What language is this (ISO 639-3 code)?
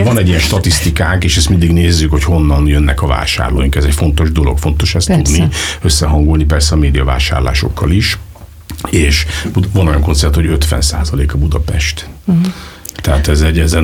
hun